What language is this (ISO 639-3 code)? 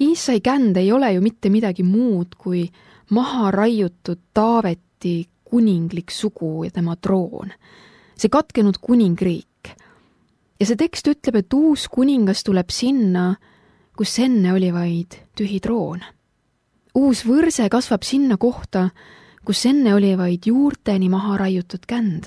est